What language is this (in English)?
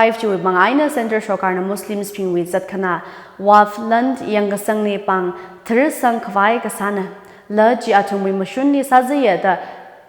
Tangkhul Naga (India)